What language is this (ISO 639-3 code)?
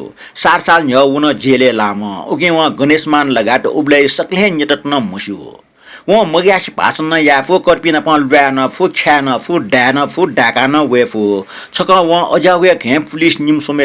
new